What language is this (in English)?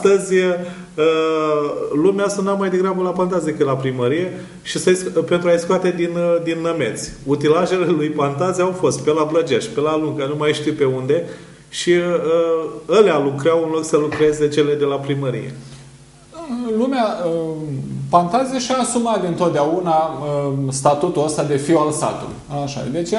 Romanian